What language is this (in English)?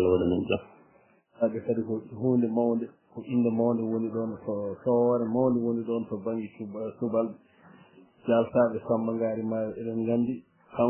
Fula